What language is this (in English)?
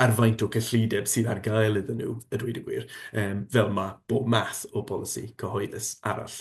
Welsh